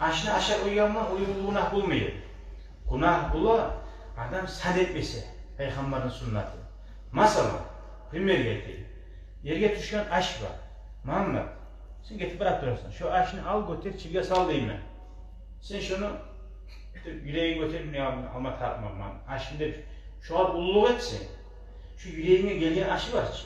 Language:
Kumyk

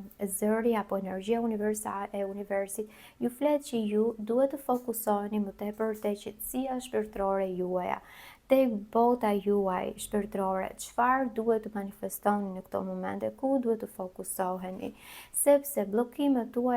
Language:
Albanian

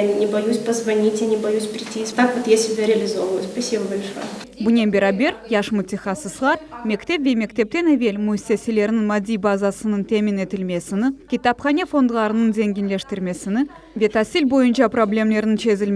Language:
Crimean Tatar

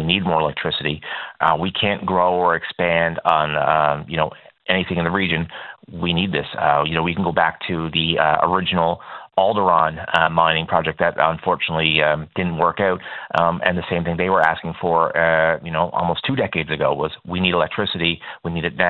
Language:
English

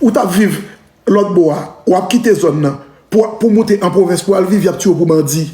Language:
Haitian Creole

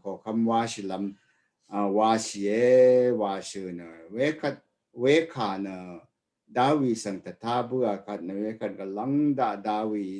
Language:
Rawang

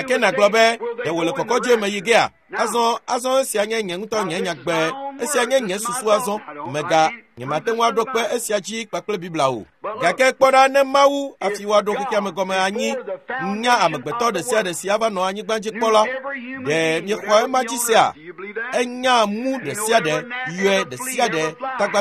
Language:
Ewe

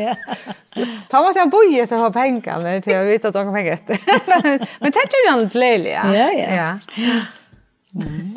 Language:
Faroese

